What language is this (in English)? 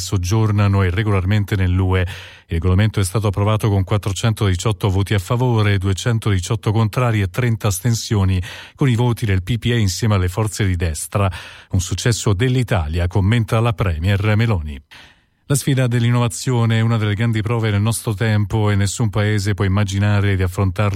Italian